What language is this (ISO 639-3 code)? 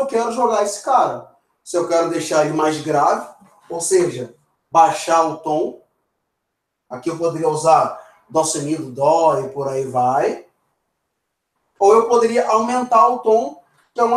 por